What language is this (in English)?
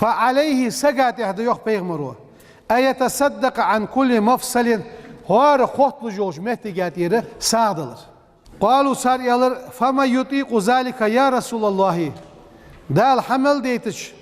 Ingush